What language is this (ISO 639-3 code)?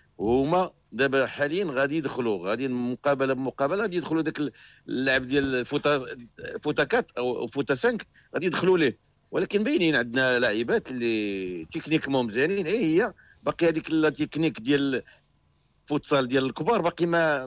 ary